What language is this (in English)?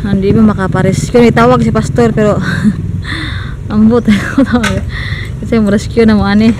Cebuano